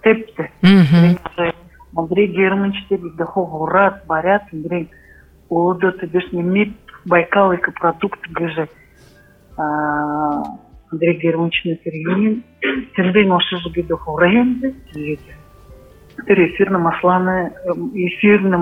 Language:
Buriat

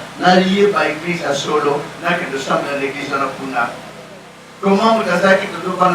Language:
Lingala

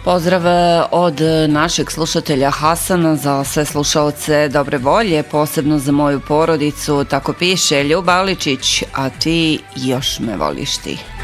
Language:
Bosnian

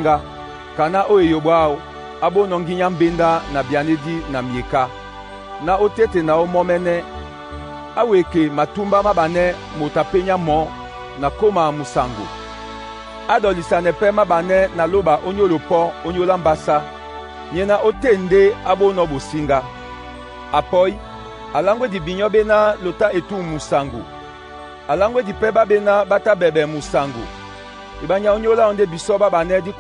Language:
Duala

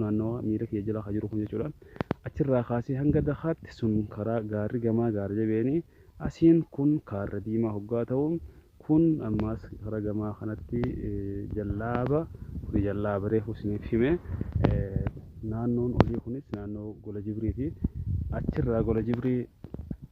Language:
Oromo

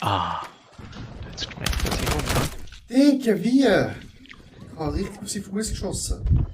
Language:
Swiss German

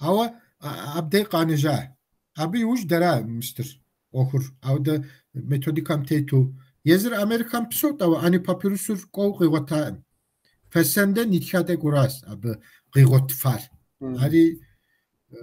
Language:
Kabardian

